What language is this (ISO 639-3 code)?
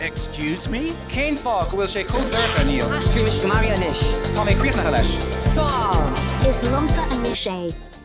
gle